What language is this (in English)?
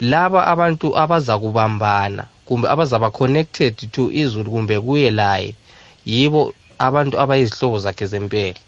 South Ndebele